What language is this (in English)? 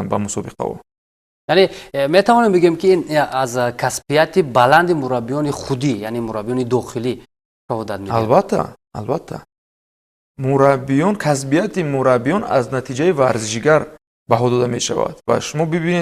Tajik